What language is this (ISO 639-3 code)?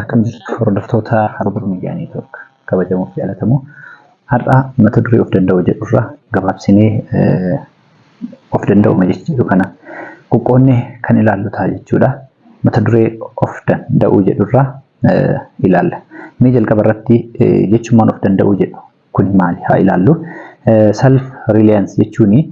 orm